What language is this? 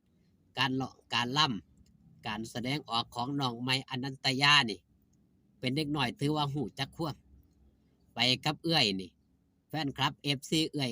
Northeastern Thai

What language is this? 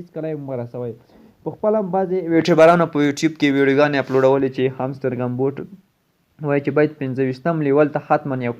Pashto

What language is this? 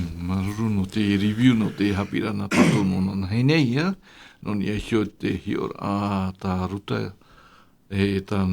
Tahitian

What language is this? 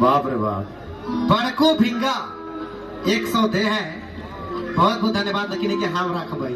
Sadri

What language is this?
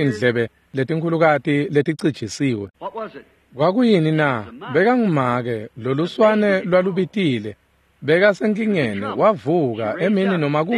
Swati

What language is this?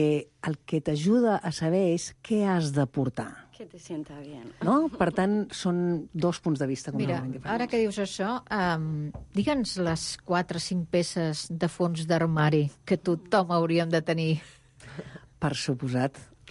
Catalan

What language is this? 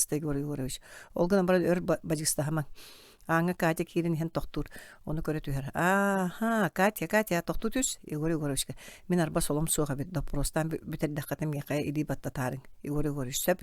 Yakut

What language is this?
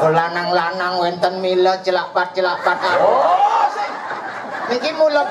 Balinese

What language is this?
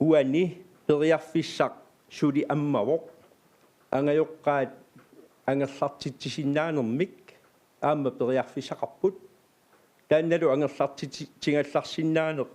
Kalaallisut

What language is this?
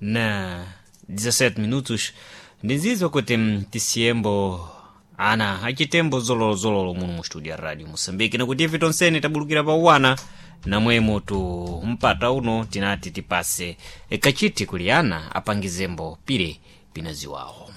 Sena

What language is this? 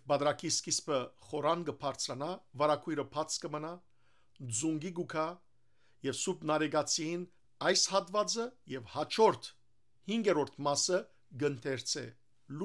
Western Armenian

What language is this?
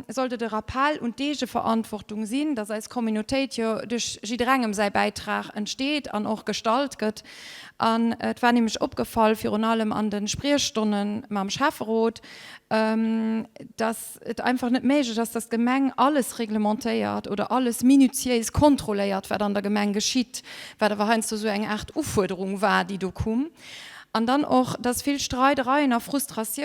Luxembourgish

